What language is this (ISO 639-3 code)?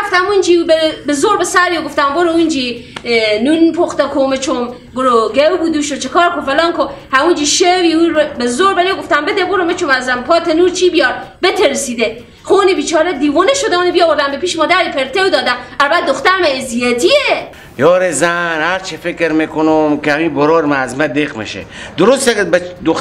fas